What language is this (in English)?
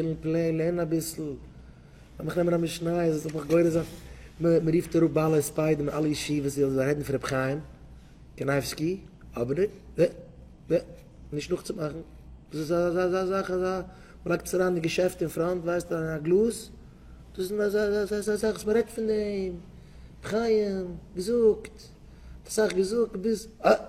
Yiddish